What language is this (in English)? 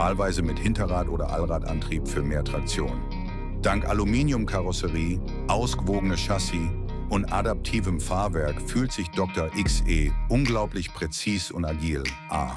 Swiss German